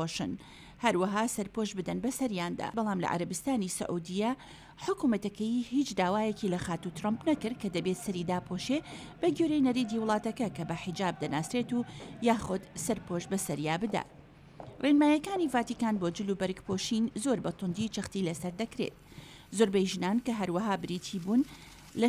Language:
Central Kurdish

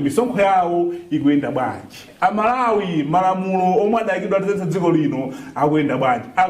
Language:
Nyanja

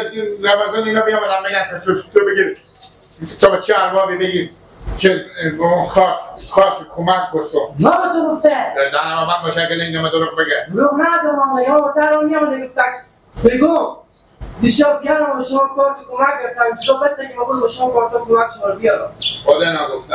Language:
Persian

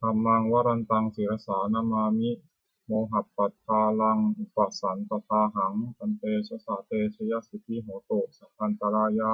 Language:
Pali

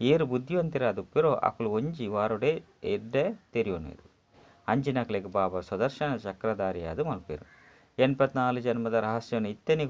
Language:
Tulu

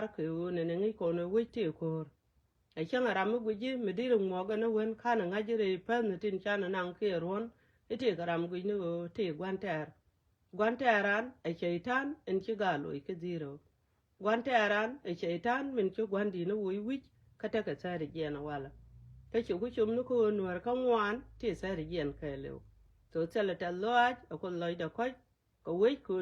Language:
Nuer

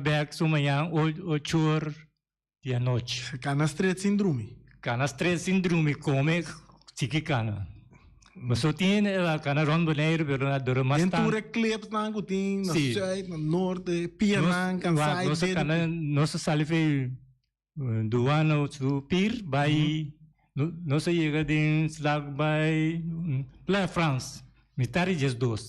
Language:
Papiamento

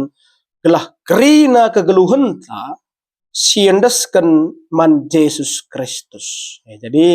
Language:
Batak Karo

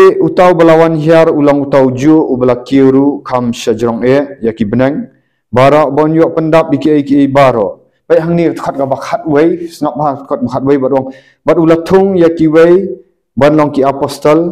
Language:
Khasi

